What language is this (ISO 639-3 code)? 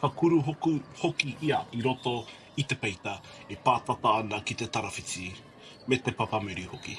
mri